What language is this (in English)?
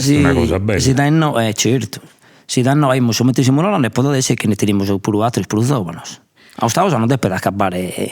Sardinian